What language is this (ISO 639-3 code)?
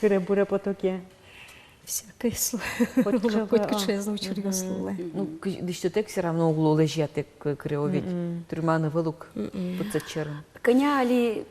udm